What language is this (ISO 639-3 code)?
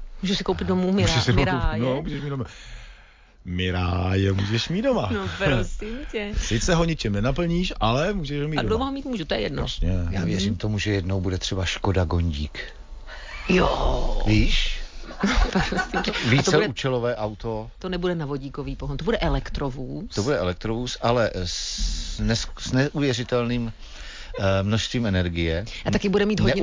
ces